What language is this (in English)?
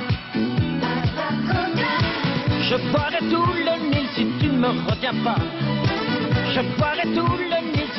French